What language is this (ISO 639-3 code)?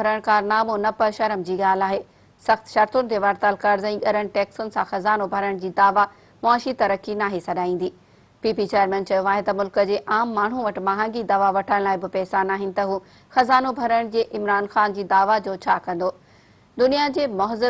snd